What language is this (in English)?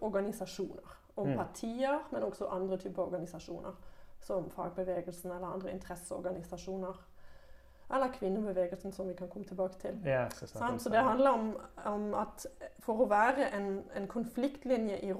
Norwegian